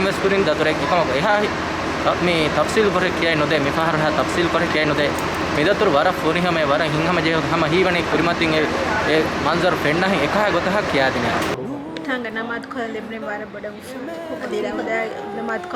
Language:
Divehi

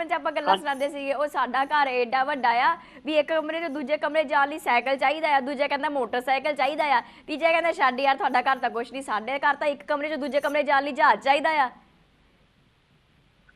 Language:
Punjabi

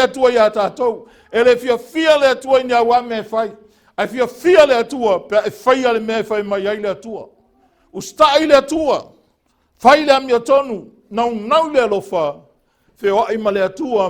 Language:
Samoan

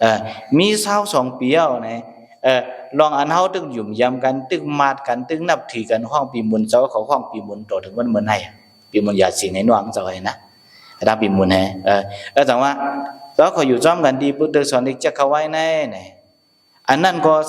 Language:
Shan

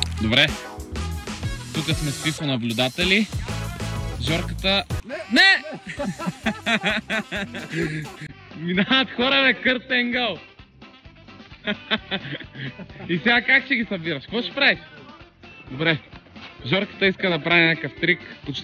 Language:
Bulgarian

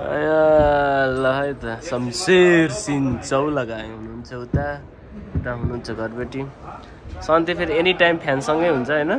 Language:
Nepali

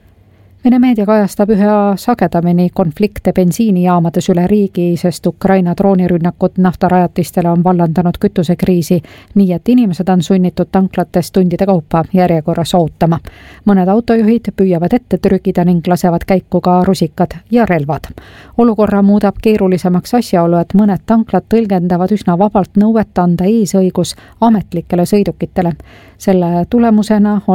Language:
Estonian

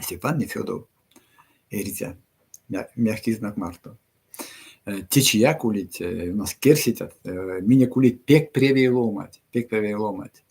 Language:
Erzya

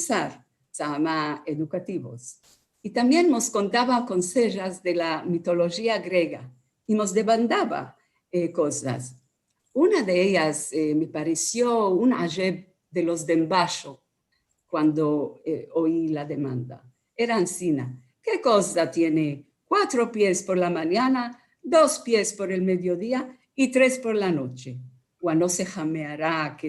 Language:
Ladino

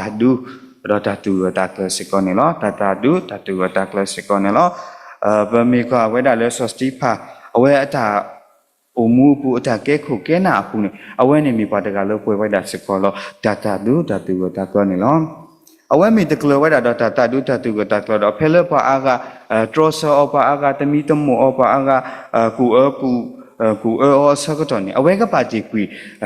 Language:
S'gaw Karen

